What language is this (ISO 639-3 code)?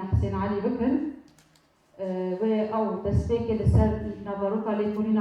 kur